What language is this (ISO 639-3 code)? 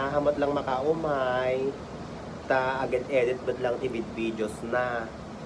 ilo